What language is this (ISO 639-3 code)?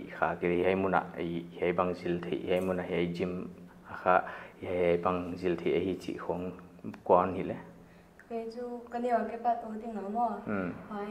pck